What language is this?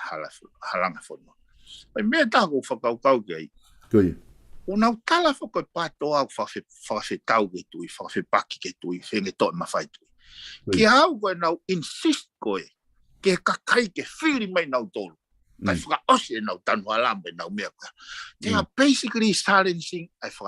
Tongan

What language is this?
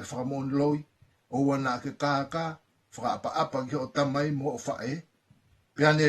Tongan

